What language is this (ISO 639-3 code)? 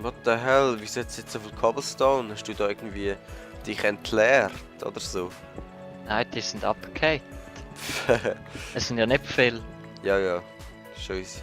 gsw